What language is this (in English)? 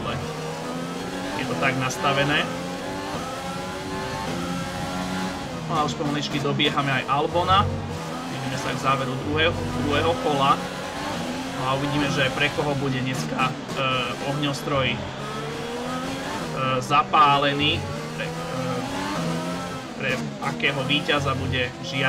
Slovak